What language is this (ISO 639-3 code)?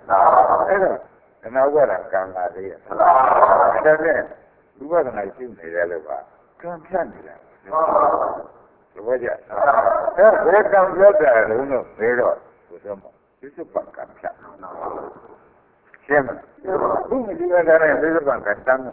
mya